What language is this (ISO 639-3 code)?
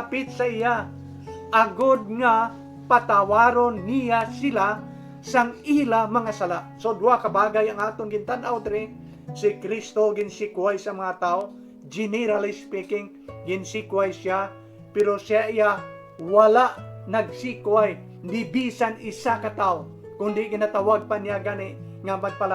hil